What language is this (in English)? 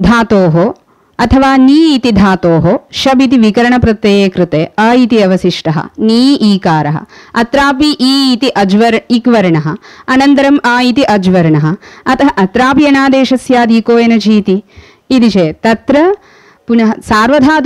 Sanskrit